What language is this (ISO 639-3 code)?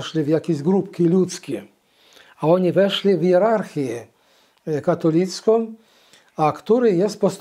pol